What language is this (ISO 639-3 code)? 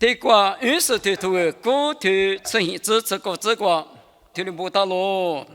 lis